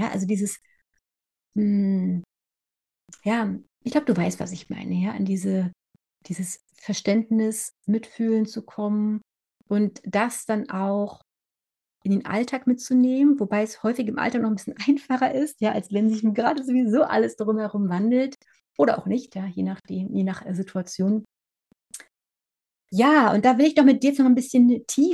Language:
German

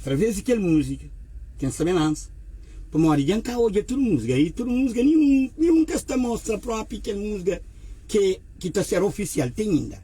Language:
Kabuverdianu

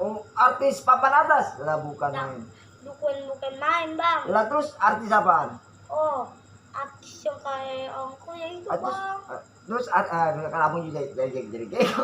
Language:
Betawi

